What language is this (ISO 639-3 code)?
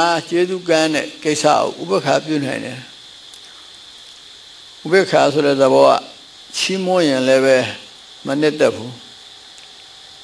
mya